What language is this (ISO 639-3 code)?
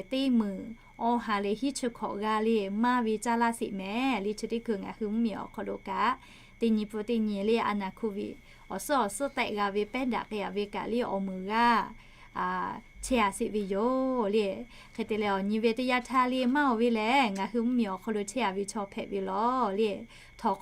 lhu